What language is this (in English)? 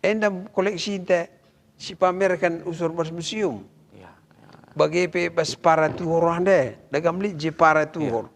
Batak Karo